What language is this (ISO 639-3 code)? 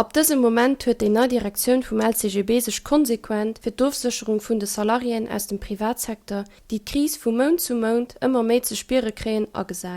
ltz